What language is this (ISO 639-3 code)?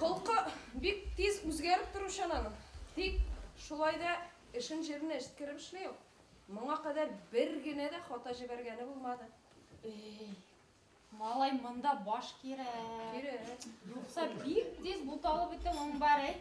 bak